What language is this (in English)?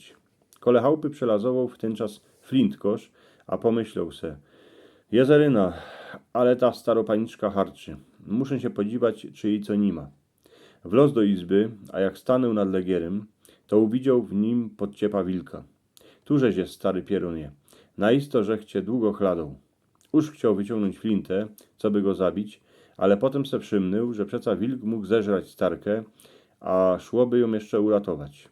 Silesian